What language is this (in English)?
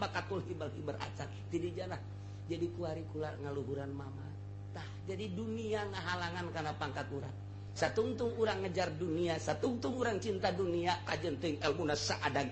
Sundanese